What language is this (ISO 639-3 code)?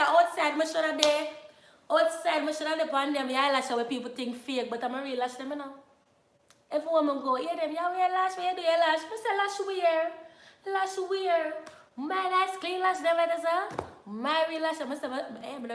jam